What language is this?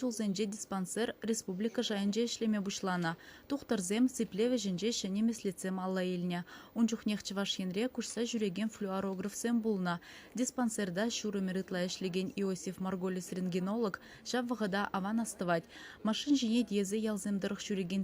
Chuvash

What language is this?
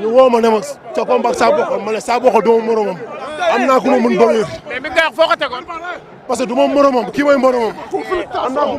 Wolof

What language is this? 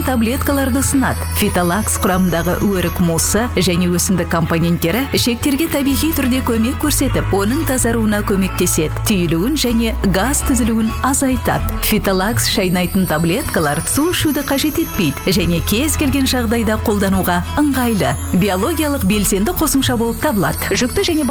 Kazakh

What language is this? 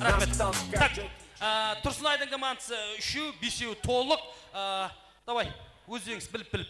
Kara-Kalpak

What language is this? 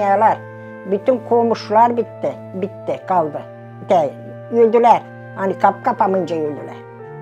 Gagauz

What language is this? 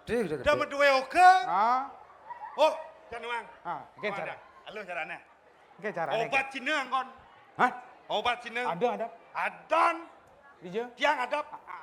Balinese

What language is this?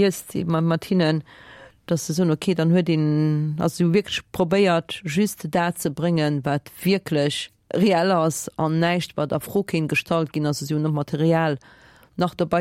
Luxembourgish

